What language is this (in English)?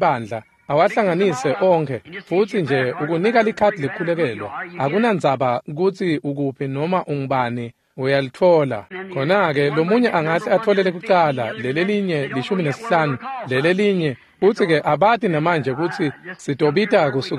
Swati